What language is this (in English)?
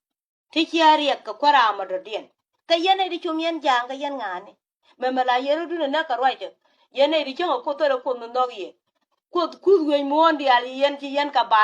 Nuer